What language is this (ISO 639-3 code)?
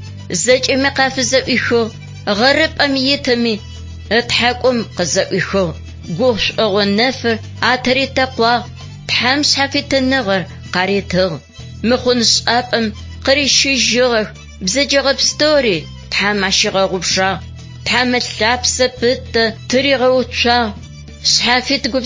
ady